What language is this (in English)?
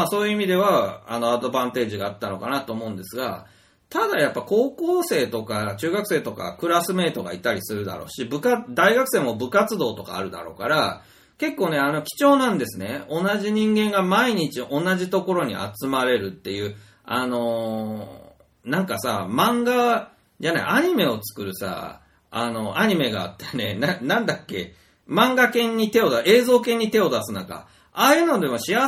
Japanese